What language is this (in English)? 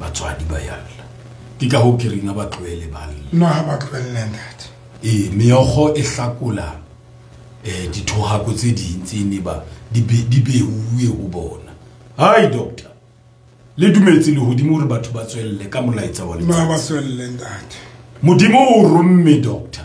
Southern Sotho